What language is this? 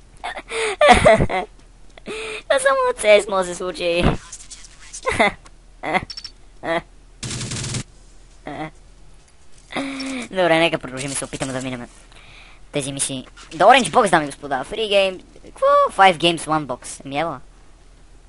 Bulgarian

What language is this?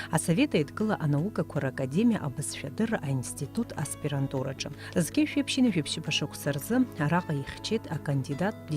Abkhazian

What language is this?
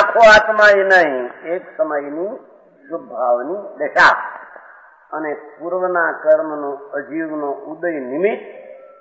Gujarati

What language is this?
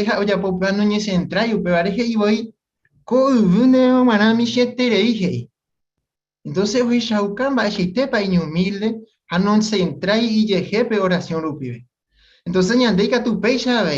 Guarani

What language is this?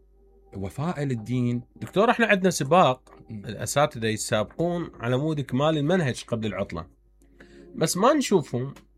Mesopotamian Arabic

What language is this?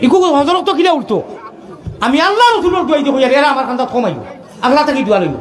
Sylheti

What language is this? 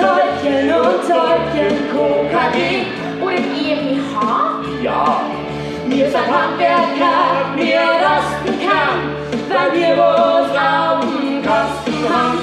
Bavarian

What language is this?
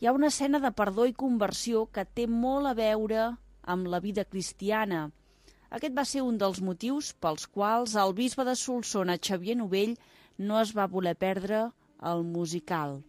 Catalan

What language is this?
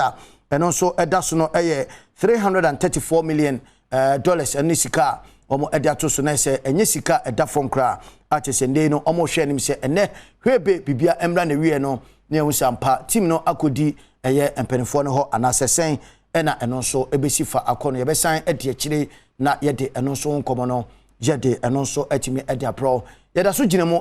Akan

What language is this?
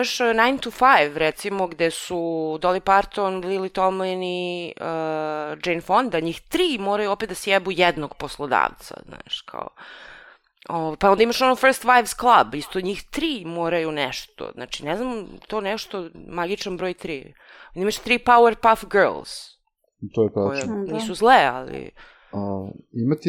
Serbian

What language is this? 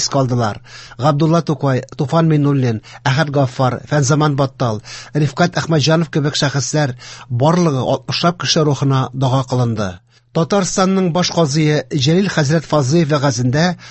Tatar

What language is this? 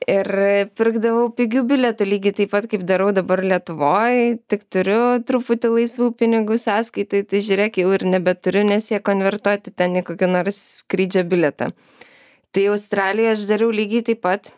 Lithuanian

